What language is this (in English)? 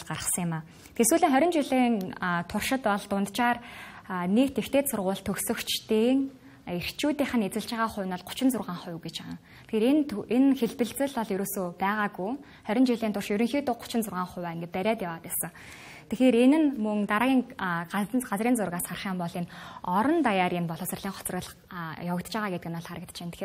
Mongolian